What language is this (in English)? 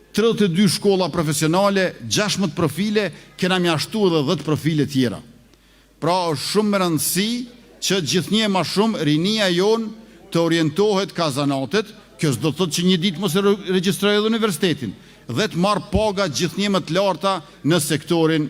Albanian